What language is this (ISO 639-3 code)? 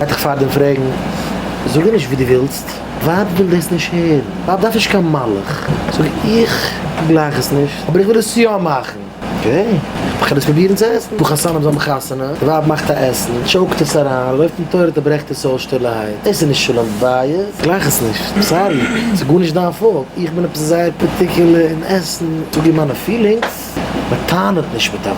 yid